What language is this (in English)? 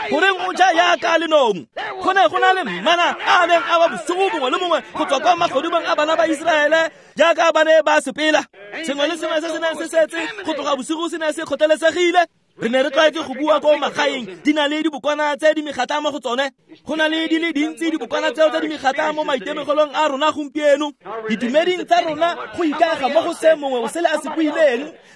Tswana